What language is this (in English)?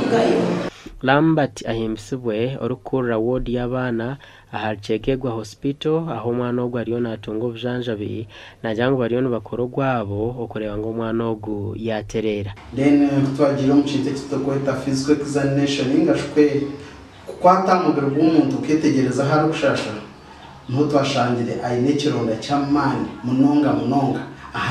Nyankole